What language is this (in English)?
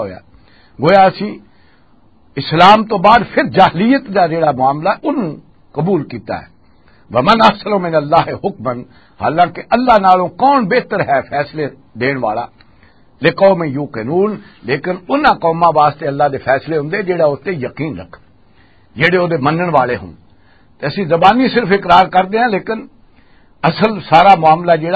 Western Panjabi